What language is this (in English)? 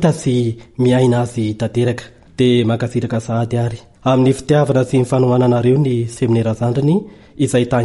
Malagasy